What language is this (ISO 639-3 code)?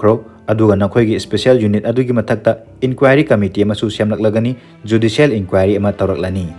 mni